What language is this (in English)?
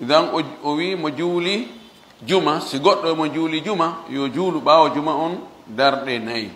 Fula